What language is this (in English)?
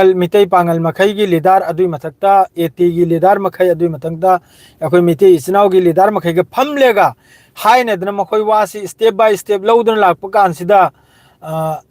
Manipuri